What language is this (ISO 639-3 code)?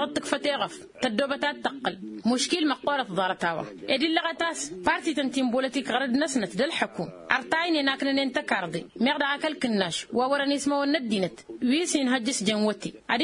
taq